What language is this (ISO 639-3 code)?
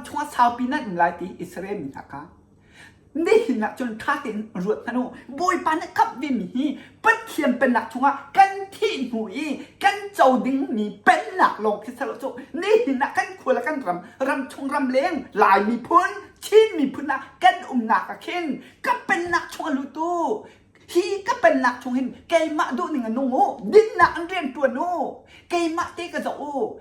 cnh